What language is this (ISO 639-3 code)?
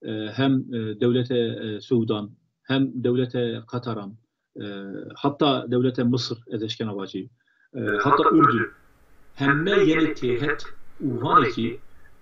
zza